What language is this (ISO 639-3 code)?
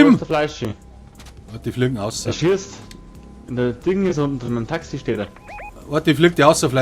bar